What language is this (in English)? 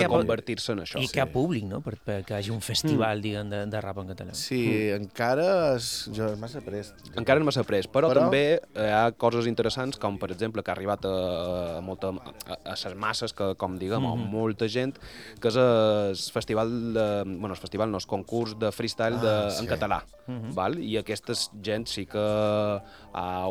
Catalan